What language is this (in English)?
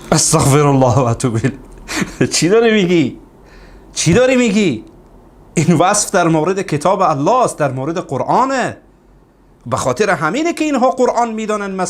Persian